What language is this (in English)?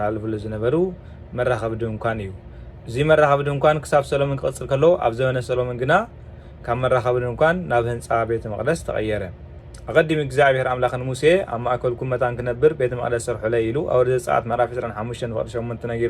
Tigrinya